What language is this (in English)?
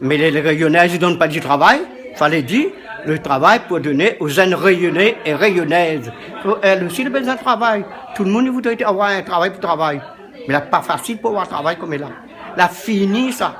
Réunion Creole French